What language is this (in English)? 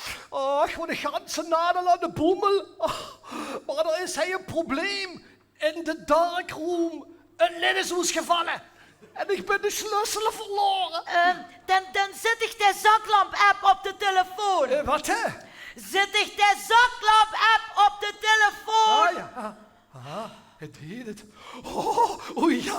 Limburgish